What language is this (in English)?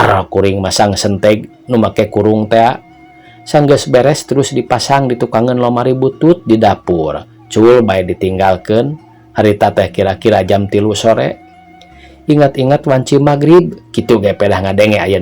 Sundanese